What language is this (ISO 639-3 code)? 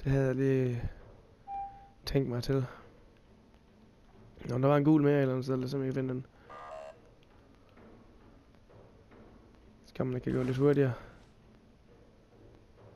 dan